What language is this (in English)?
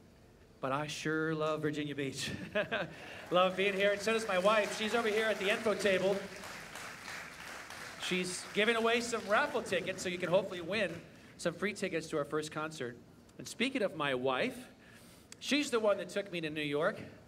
English